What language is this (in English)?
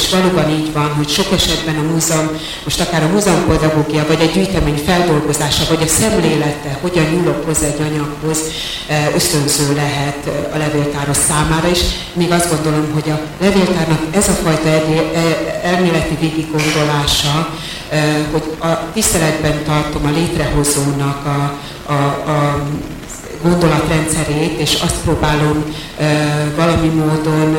Hungarian